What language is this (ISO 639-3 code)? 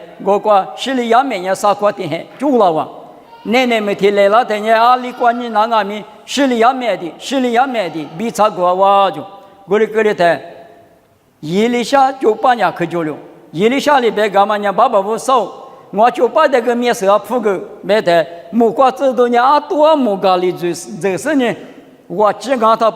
lis